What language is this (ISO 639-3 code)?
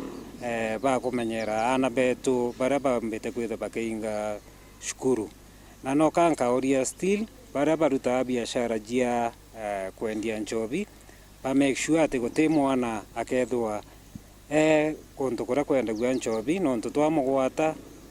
mer